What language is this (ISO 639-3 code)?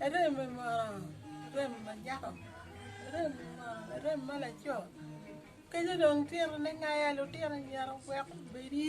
ach